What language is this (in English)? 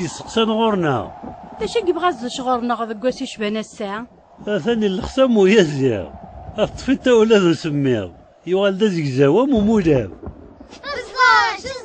Kabyle